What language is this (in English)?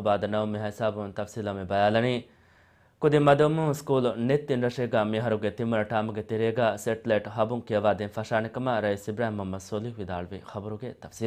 Divehi